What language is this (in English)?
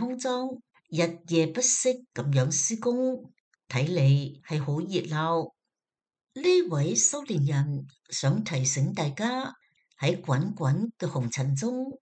Cantonese